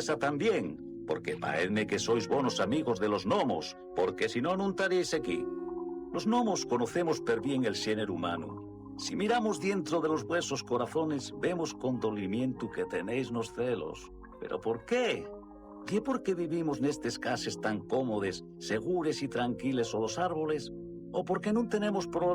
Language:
Asturian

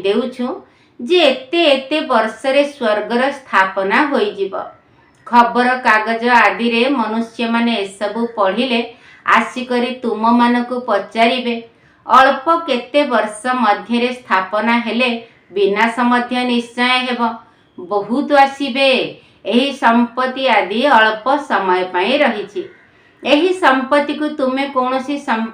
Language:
Odia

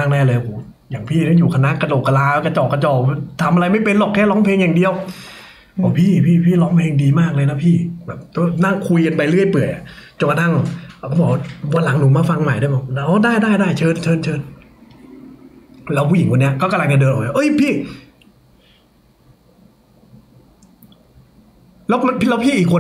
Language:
Thai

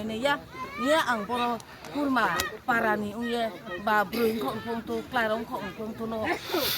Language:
Riang (India)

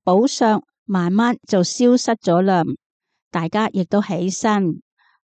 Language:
Cantonese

